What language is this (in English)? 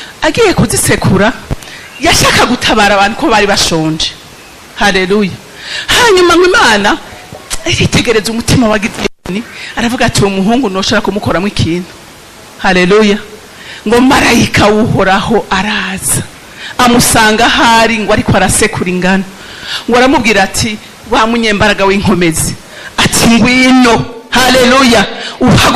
Rundi